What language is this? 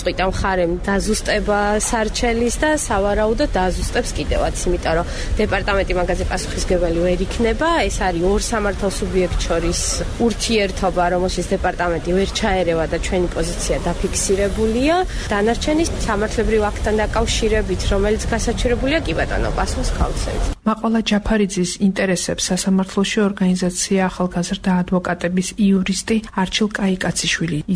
Georgian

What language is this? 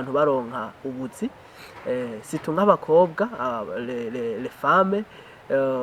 Rundi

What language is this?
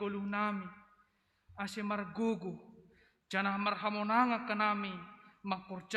Batak Simalungun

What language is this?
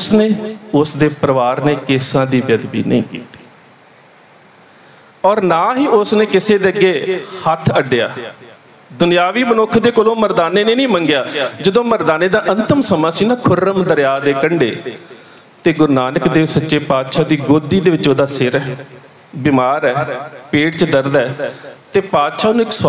Punjabi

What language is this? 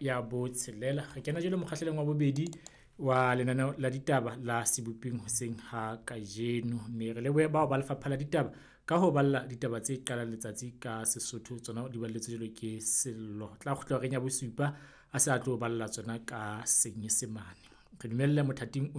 Southern Sotho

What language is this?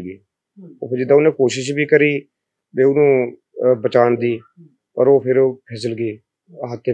Punjabi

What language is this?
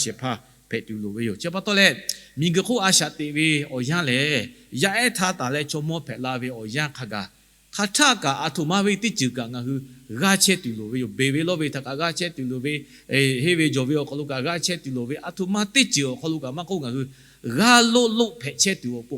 Lahu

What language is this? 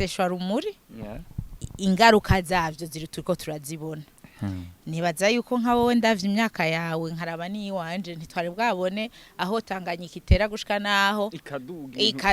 Rundi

